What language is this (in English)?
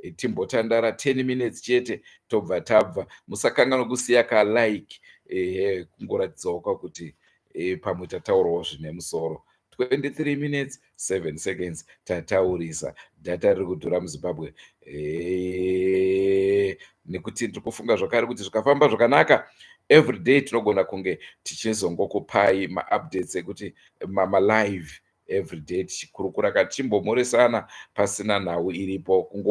Shona